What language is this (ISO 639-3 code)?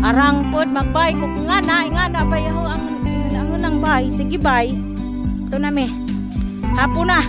ceb